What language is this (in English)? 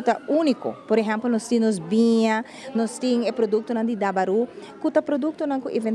Papiamento